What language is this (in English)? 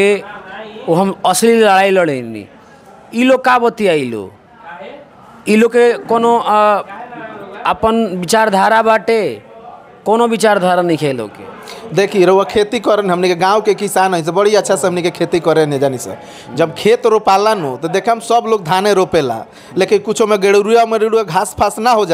Bhojpuri